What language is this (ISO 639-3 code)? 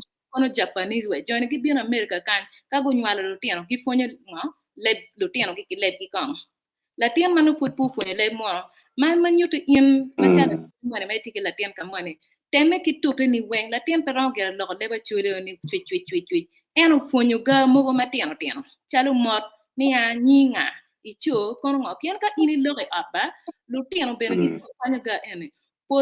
ach